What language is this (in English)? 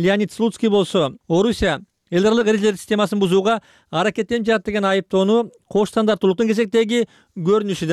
Kyrgyz